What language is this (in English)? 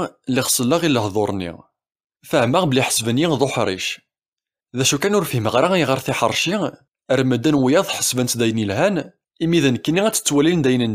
Kabyle